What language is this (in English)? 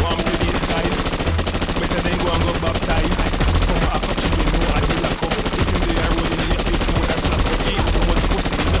Jamaican Creole English